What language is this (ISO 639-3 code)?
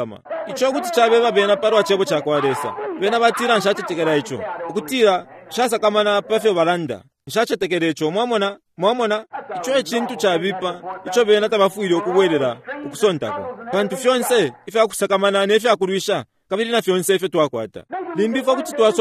bem